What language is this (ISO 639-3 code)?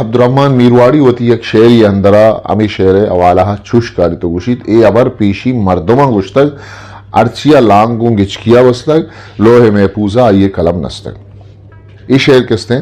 bgp